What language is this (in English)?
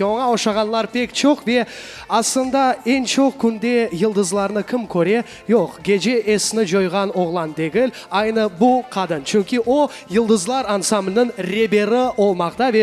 Crimean Tatar